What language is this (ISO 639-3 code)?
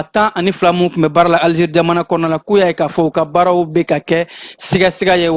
bam